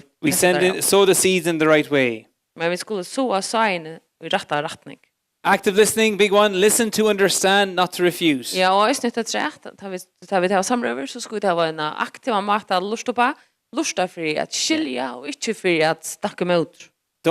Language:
Faroese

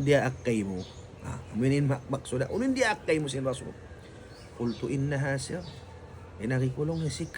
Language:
Tausug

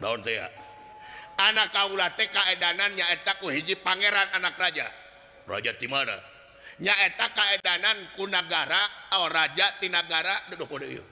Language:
Sundanese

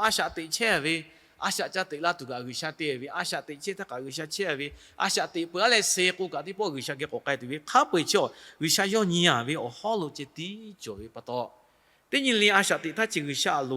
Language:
Lahu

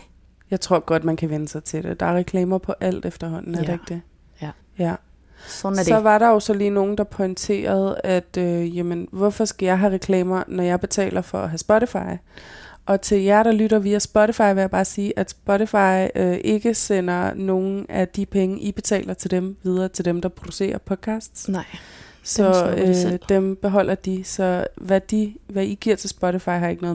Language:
Danish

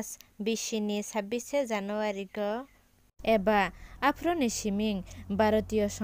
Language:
Kok Borok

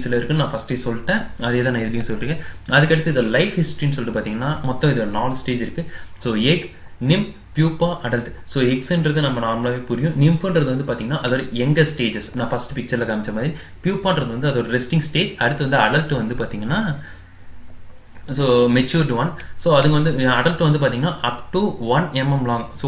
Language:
Tamil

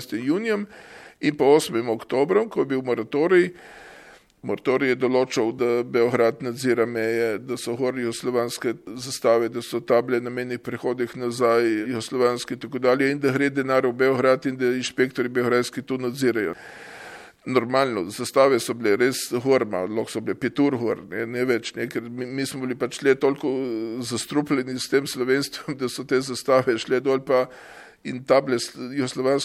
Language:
Slovenian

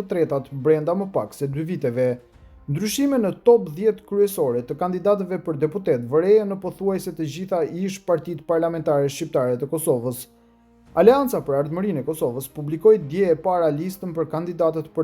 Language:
Albanian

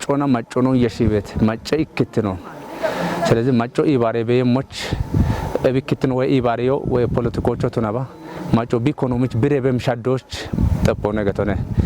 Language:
Kafa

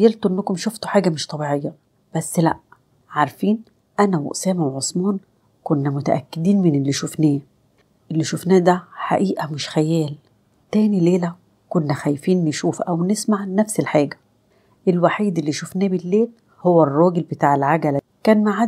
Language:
Egyptian Arabic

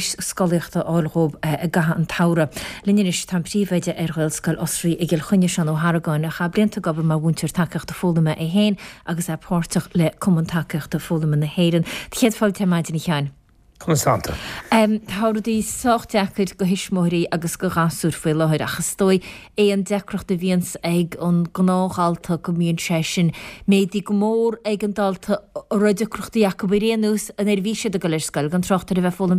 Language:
Irish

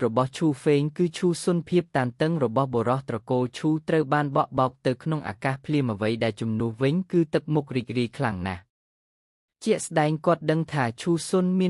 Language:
Khmer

